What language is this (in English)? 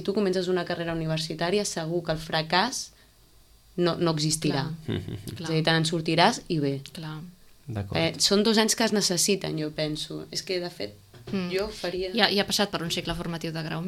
Catalan